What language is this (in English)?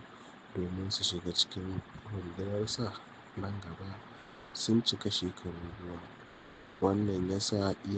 Hausa